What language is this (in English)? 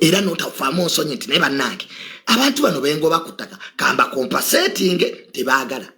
Ganda